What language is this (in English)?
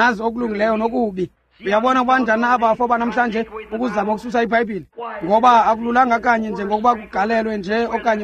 Xhosa